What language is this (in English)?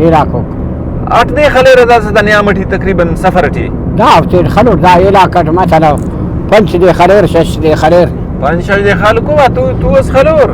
Brahui